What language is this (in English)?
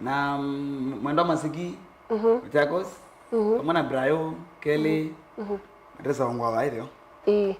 Kamba